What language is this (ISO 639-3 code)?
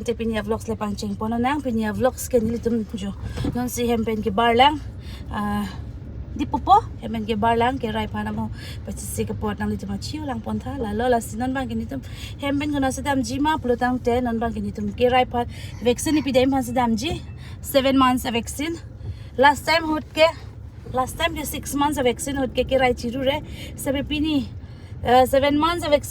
mjw